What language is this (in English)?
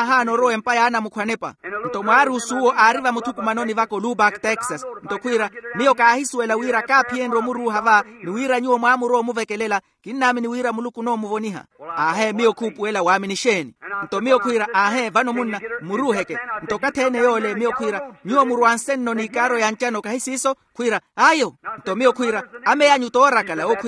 Makhuwa